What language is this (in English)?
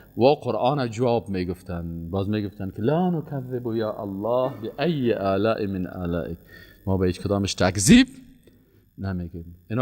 Persian